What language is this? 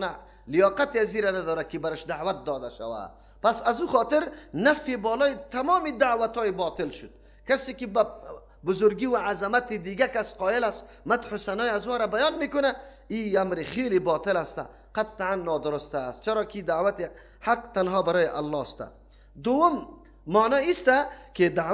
Persian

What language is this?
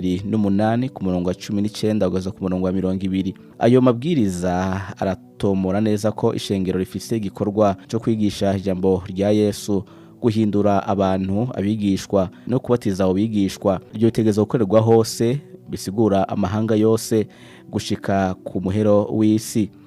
Rundi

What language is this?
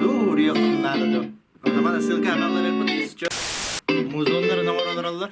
Yakut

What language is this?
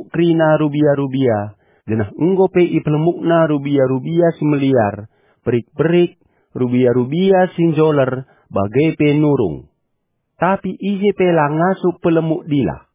Batak Karo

